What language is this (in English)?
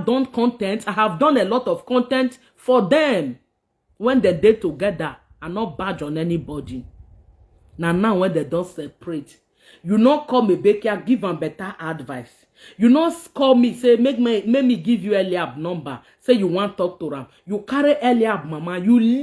Nigerian Pidgin